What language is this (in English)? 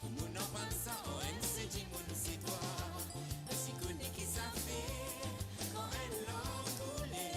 Morisyen